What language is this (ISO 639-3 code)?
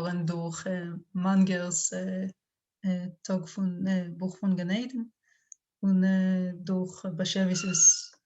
yid